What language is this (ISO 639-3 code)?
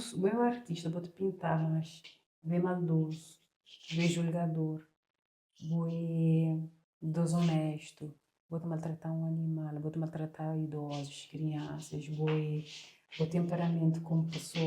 kea